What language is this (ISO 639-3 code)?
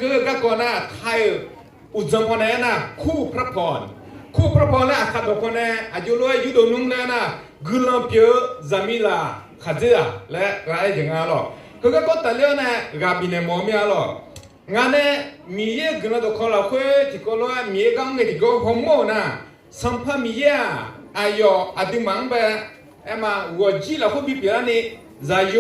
ahk